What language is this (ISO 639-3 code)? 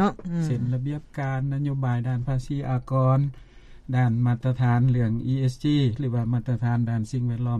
lao